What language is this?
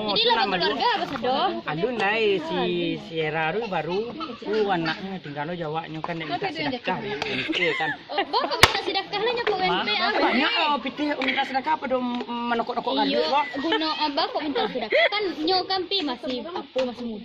Minangkabau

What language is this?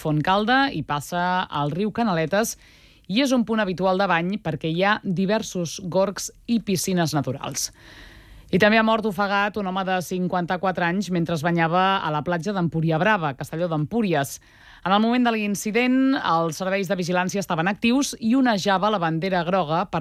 Catalan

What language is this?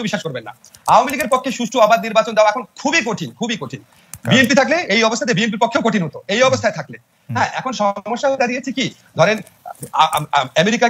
Bangla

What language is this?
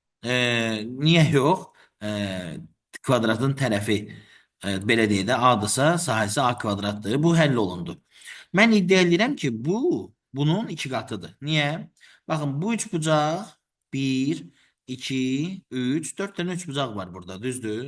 Azerbaijani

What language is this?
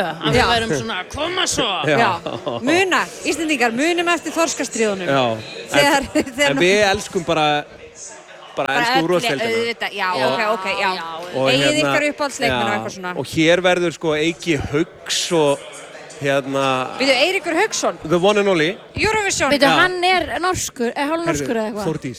Icelandic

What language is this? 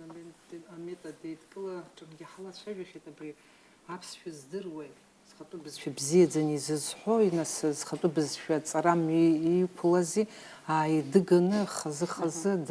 Abkhazian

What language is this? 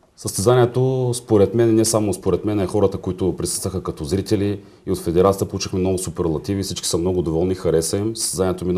Bulgarian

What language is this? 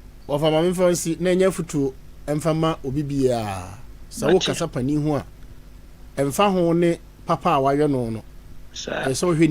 Akan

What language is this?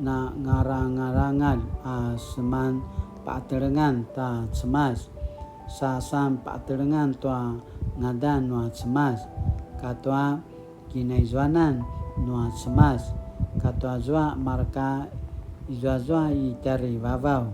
Paiwan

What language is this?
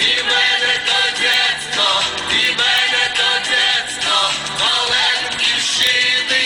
Rusyn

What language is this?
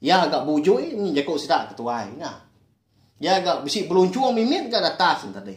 Iban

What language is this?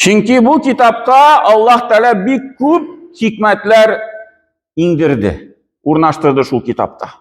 Tatar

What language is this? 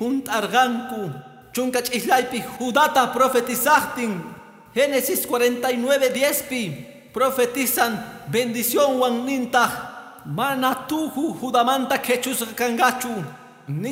Quechua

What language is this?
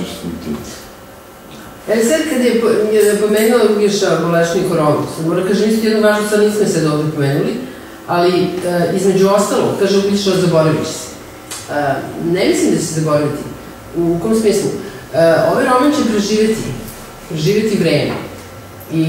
Serbian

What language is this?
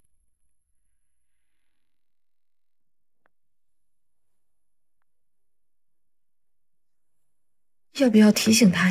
Chinese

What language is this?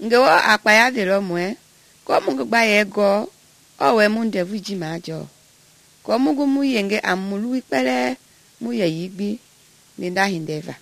Mende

